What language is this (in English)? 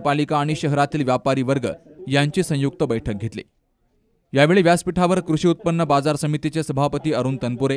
Marathi